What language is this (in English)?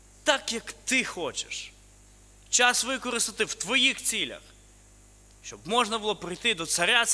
Ukrainian